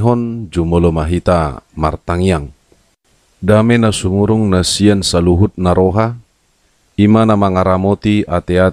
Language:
Batak Toba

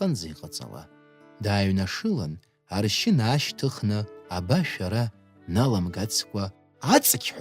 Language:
Abkhazian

